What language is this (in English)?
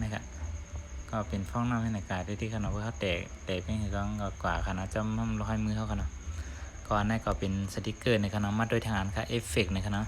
Shan